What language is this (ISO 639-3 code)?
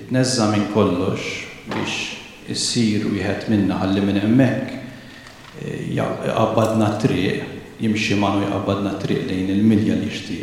mlt